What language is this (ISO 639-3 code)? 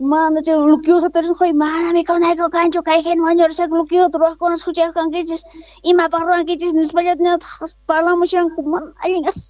quh